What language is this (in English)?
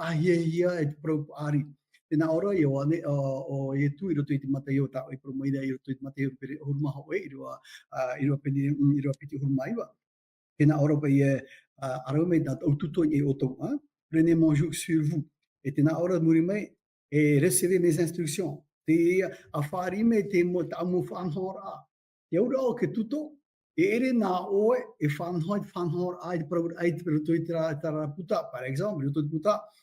Tahitian